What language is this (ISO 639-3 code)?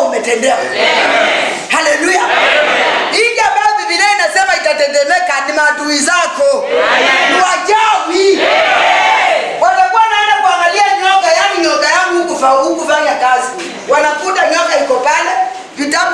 swa